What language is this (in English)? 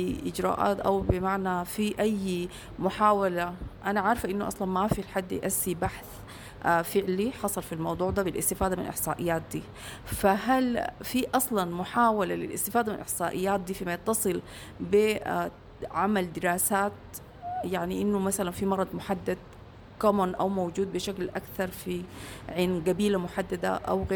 Sudanese Arabic